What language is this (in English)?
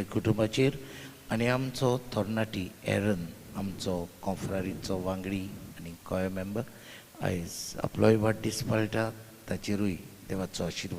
Konkani